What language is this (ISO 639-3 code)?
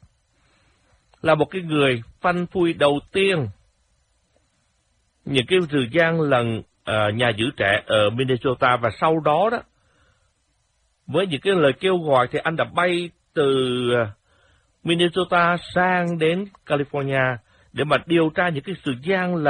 vie